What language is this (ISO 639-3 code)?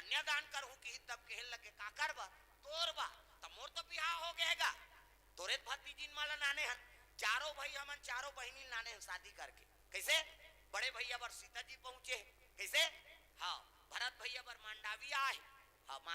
hne